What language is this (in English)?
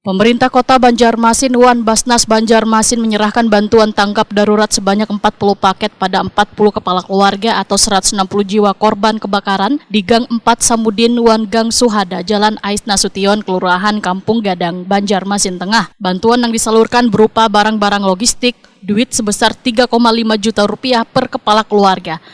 Banjar